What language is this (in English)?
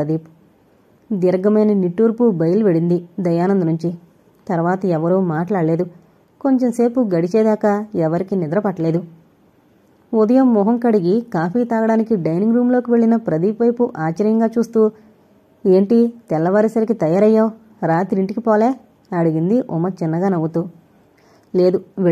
Telugu